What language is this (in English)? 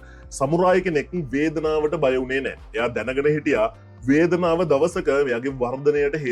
Sinhala